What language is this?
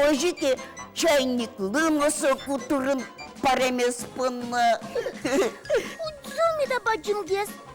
Udmurt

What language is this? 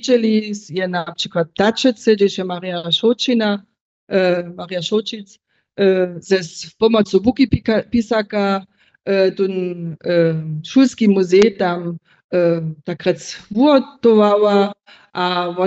Upper Sorbian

